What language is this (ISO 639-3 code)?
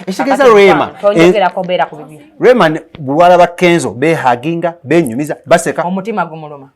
lug